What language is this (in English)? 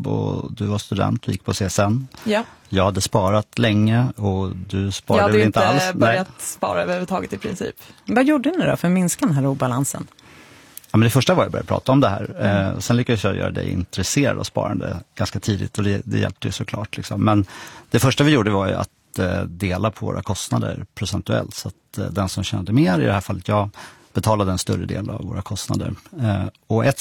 Swedish